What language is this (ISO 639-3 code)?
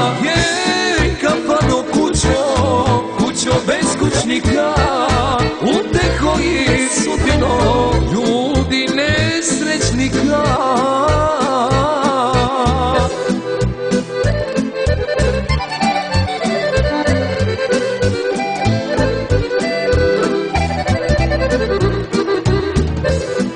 srp